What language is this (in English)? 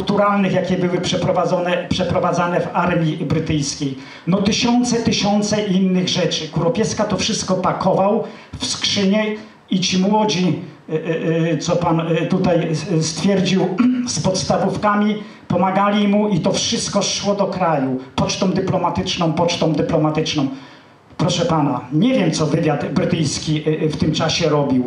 Polish